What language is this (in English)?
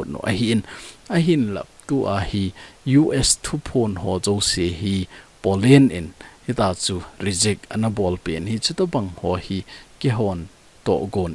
Thado Chin